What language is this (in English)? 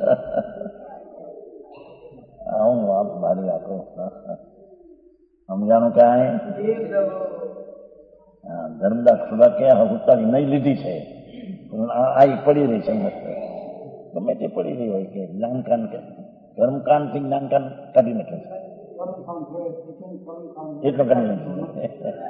Gujarati